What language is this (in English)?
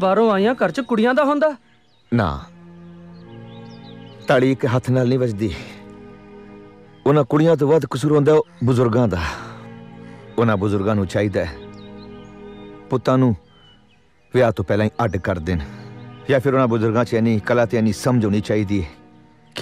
Punjabi